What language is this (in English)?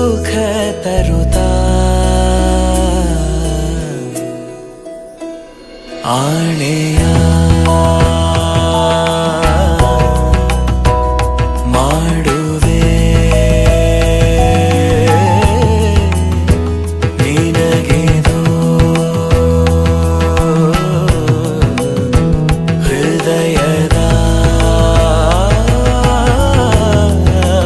Kannada